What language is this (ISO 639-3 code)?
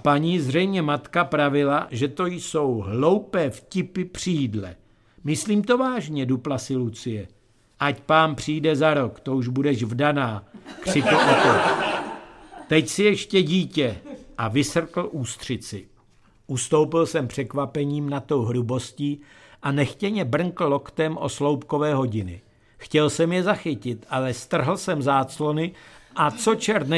ces